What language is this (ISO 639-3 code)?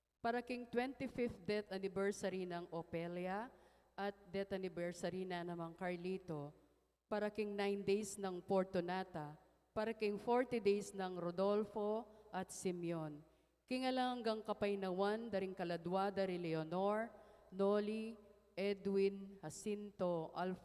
pam